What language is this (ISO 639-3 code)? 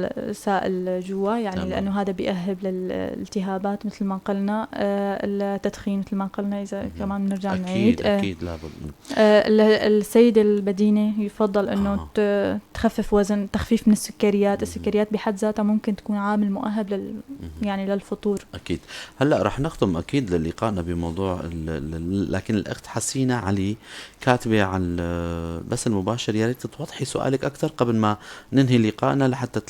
apc